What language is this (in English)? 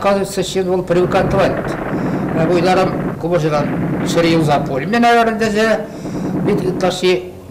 Chuvash